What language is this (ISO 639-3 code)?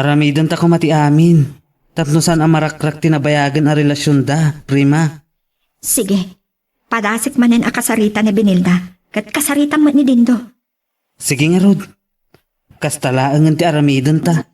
ilo